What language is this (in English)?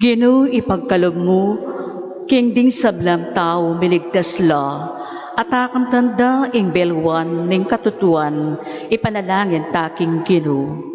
Pampanga